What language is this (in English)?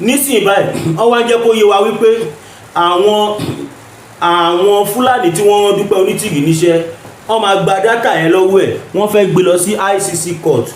Yoruba